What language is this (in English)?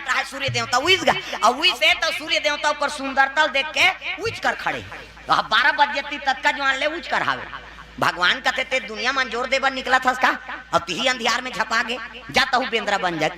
Chhattisgarhi